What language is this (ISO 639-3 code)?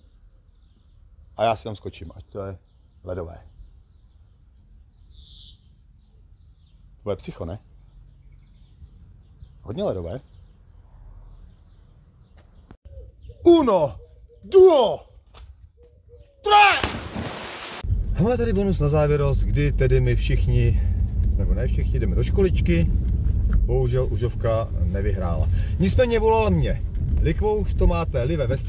ces